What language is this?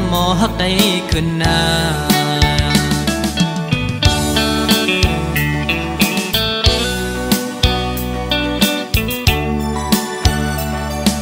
Thai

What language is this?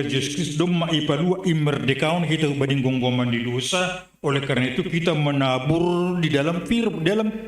Batak Simalungun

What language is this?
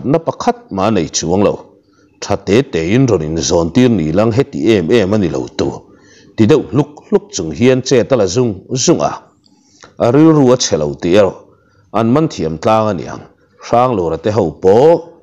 Mizo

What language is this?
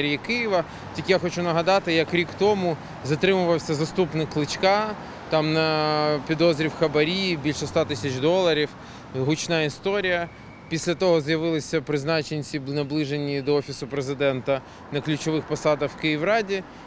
Ukrainian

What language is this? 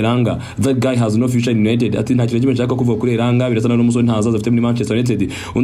Kinyarwanda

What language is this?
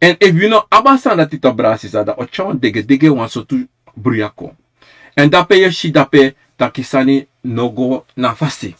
Sranan Tongo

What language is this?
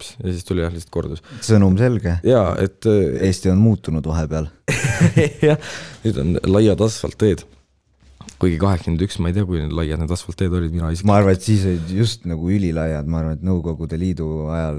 Estonian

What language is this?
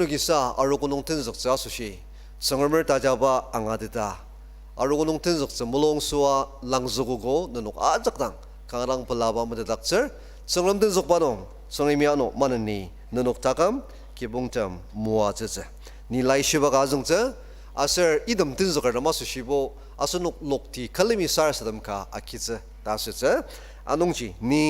Ao Naga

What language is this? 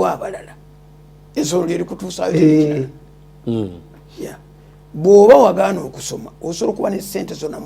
Ganda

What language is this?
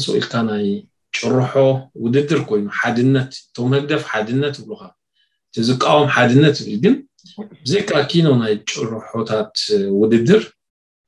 Tigrinya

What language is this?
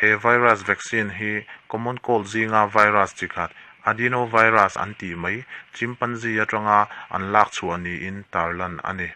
Mizo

